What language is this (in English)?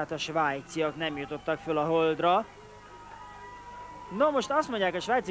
Hungarian